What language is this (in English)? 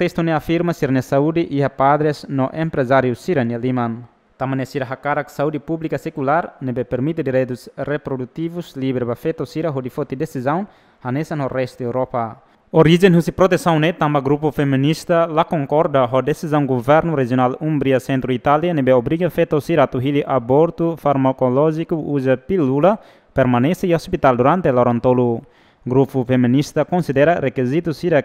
Tetum